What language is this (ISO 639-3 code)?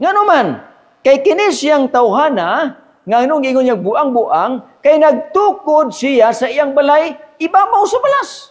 ceb